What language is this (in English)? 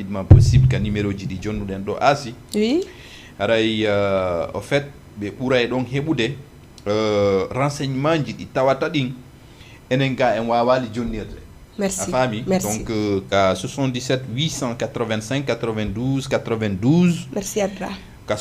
Fula